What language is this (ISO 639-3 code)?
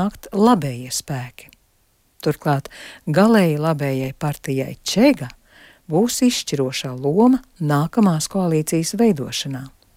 lav